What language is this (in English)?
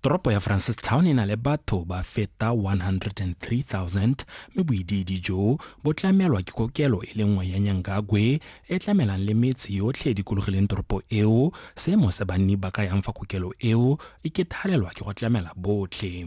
Tswana